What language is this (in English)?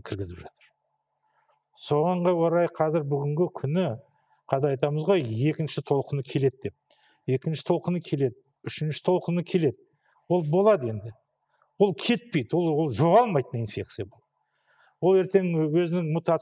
Kazakh